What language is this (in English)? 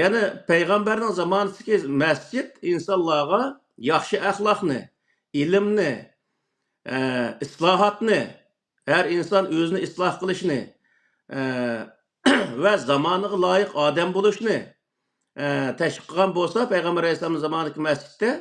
Uyghur